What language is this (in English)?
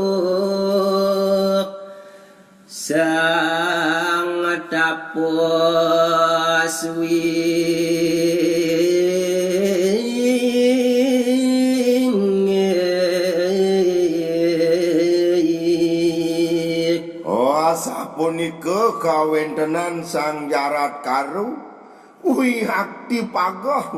Balinese